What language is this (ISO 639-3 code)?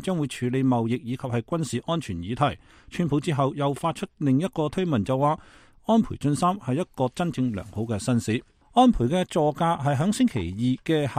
yue